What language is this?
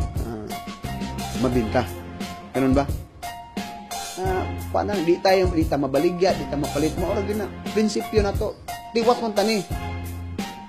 Filipino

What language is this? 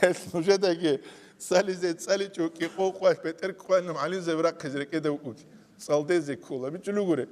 Avaric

